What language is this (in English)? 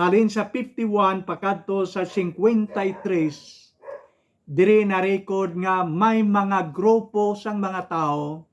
Hiligaynon